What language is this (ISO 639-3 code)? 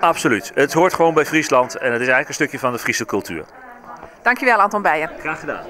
fry